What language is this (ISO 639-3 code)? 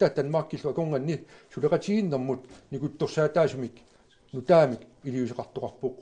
kal